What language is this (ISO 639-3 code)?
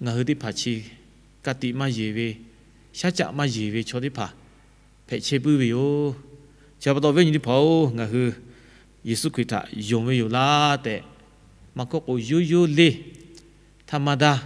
lhu